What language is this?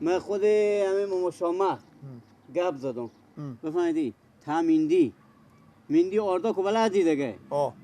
Persian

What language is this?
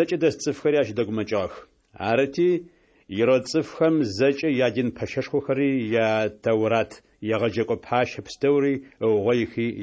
Adyghe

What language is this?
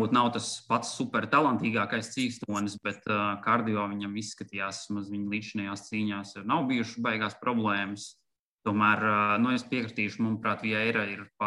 Latvian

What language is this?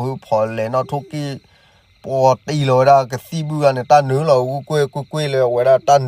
S'gaw Karen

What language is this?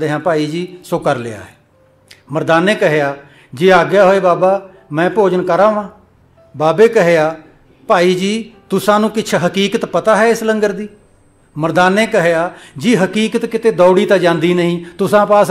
Punjabi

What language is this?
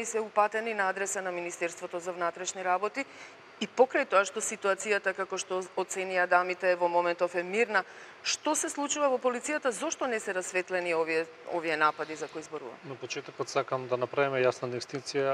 Macedonian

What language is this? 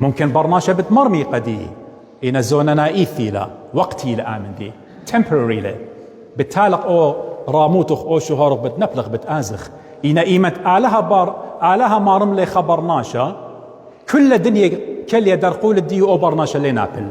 Assyrian Neo-Aramaic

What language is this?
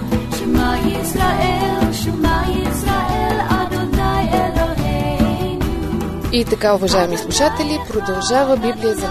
Bulgarian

